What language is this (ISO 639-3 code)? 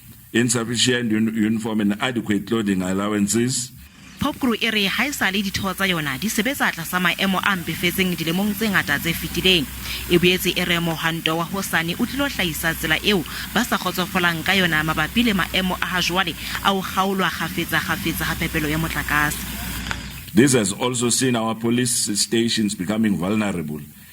sot